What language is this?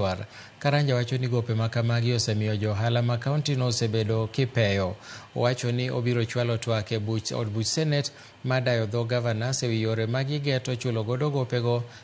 Luo (Kenya and Tanzania)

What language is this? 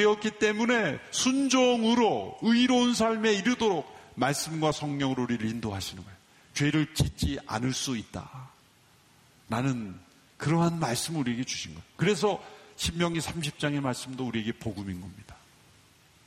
Korean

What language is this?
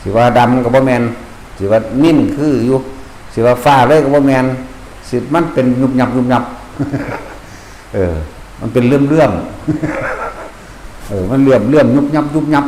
Northeastern Thai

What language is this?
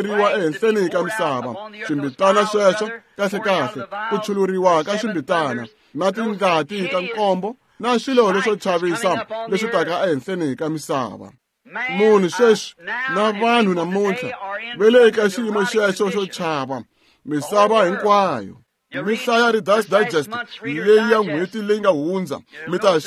Tsonga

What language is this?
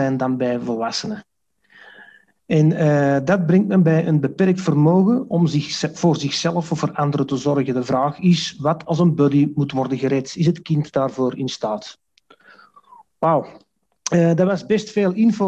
Dutch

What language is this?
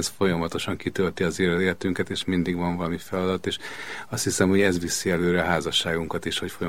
Hungarian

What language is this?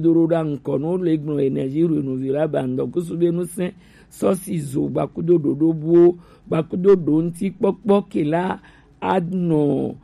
Gen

